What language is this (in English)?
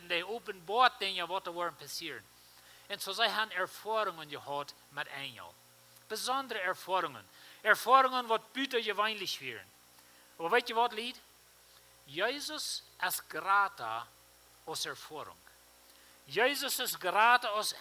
Plautdietsch